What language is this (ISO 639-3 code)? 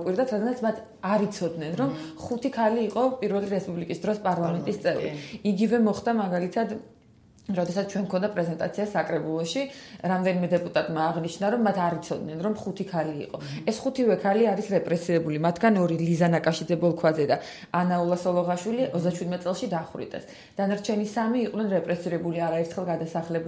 kat